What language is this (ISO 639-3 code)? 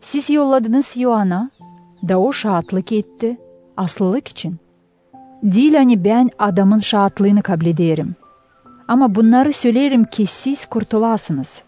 gag